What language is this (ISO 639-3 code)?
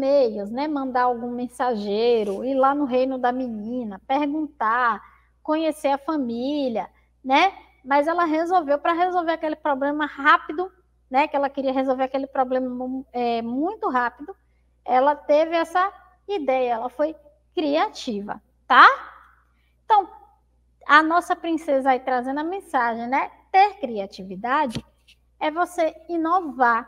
por